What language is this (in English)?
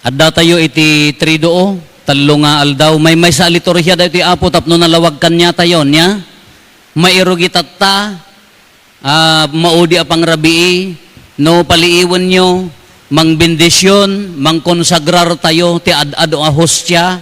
Iloko